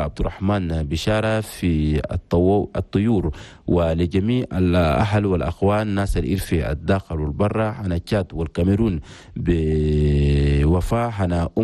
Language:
Chadian Arabic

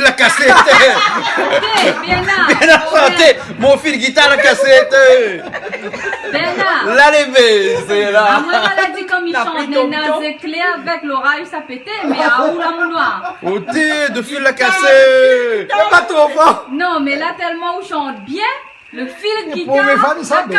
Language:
Réunion Creole French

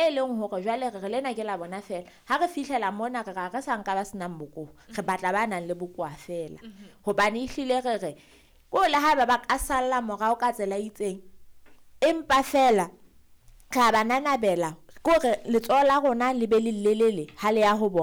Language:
Southern Sotho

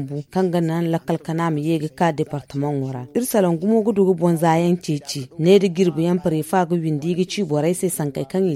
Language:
Zarma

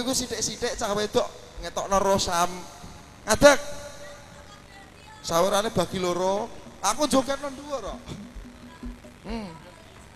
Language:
Javanese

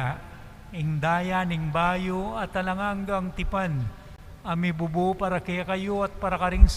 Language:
Pampanga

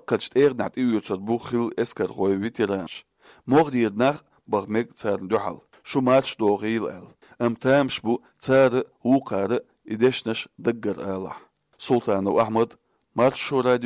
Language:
Chechen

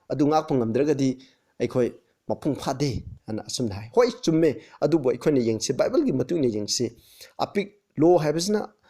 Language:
Manipuri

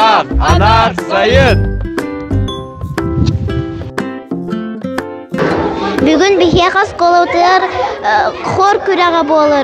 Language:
Yakut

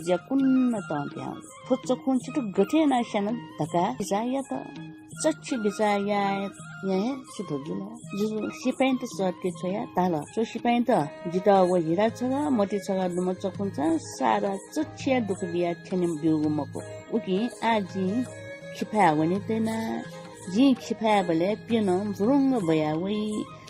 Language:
Newari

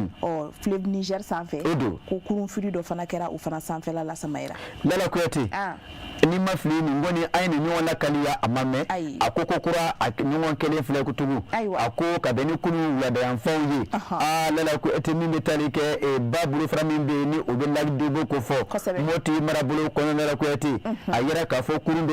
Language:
Bambara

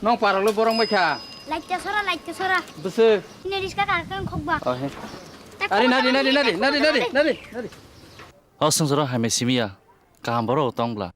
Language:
Kok Borok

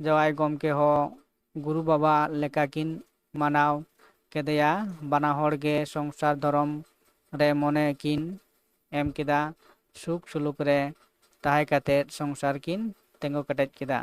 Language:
Santali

